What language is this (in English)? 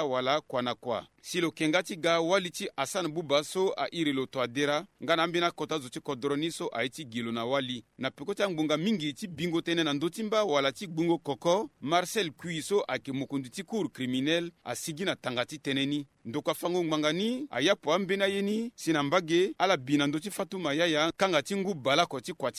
Sango